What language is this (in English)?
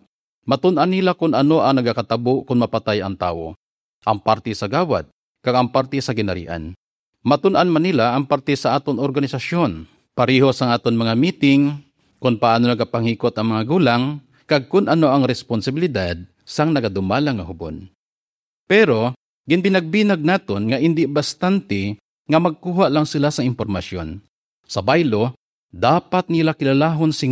Hiligaynon